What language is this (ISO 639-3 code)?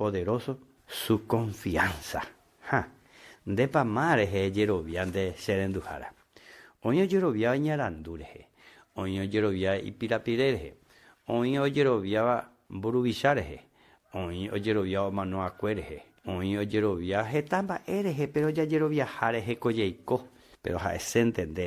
grn